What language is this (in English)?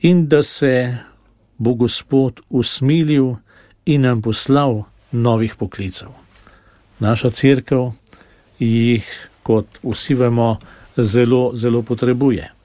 Slovenian